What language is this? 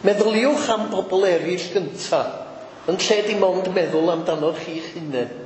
Welsh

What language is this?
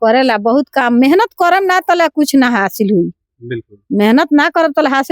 Bhojpuri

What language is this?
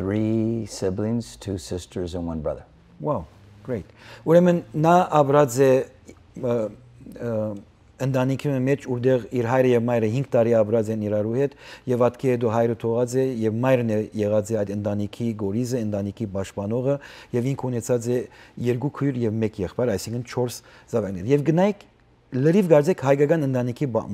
Western Armenian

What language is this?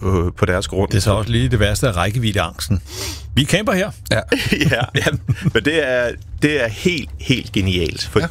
Danish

